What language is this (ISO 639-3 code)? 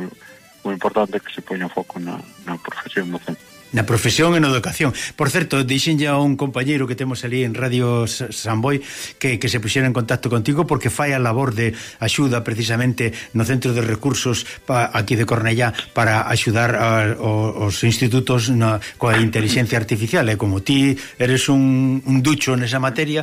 glg